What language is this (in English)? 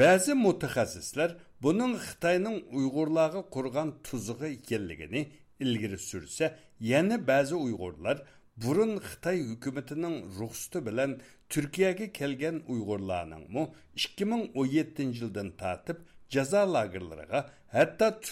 Uyghur